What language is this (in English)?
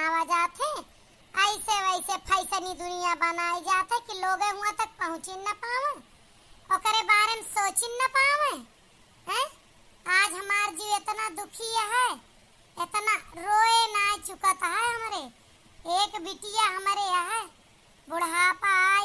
Awadhi